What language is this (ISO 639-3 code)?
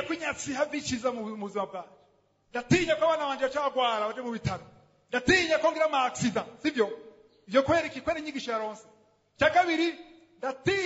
run